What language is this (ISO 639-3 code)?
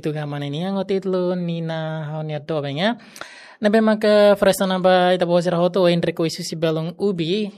tet